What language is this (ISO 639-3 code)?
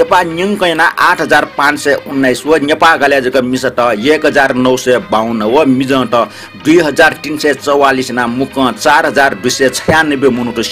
new